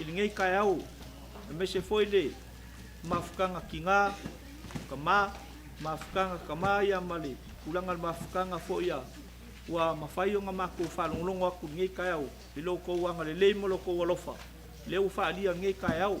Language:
Samoan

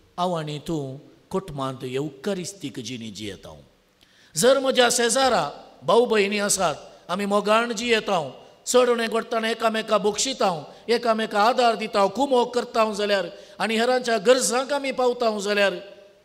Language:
Konkani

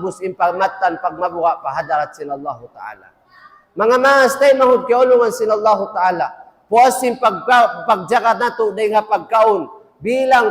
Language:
Tausug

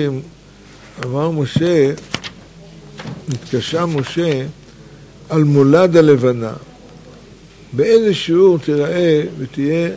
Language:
Hebrew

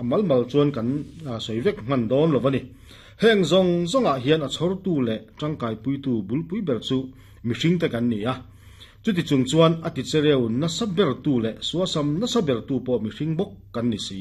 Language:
Mizo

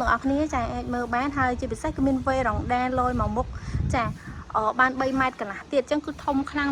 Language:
Khmer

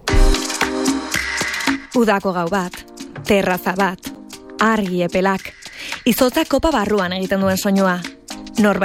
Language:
Basque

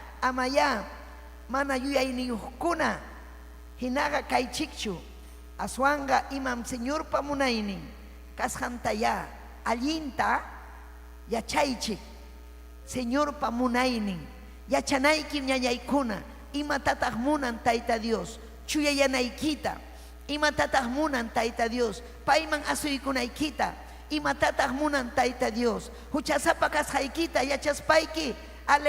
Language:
Ayacucho Quechua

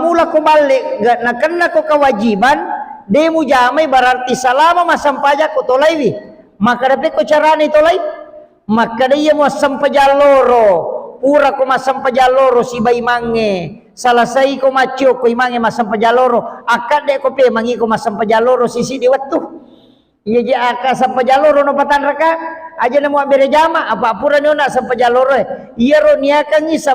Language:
Buginese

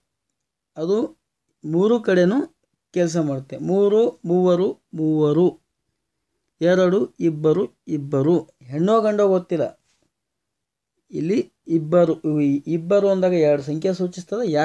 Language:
Kannada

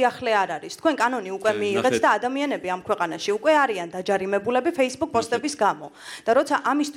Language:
Georgian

